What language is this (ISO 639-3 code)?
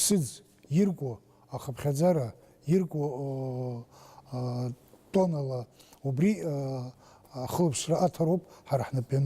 abk